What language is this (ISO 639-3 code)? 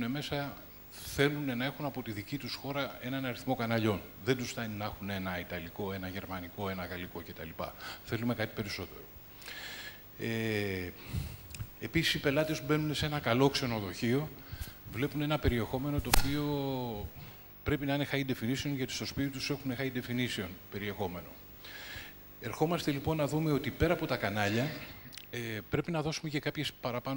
ell